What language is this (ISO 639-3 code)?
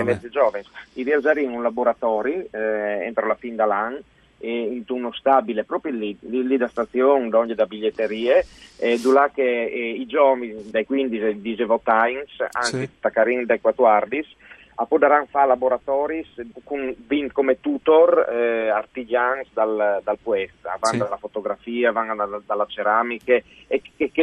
fur